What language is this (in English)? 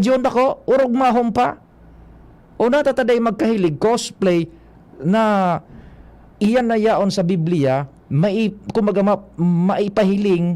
Bikol